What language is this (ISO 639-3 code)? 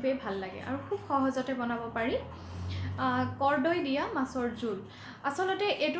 asm